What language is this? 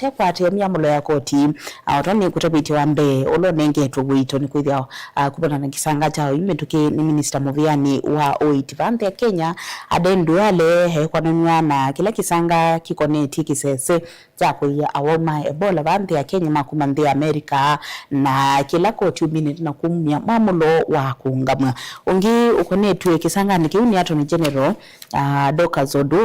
Kamba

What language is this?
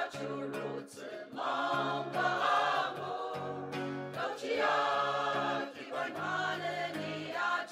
Ao Naga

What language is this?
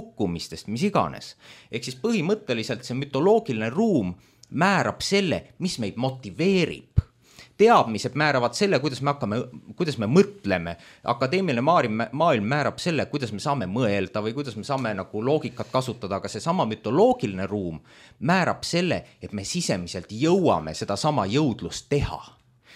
Estonian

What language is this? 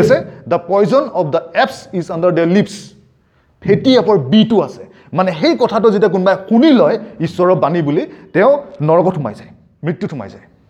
Assamese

